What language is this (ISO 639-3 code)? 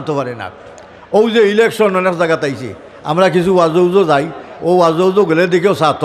syl